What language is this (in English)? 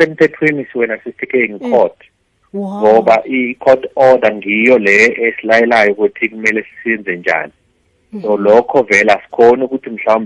South Ndebele